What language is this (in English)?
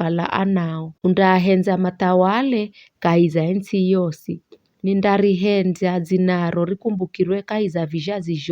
Giryama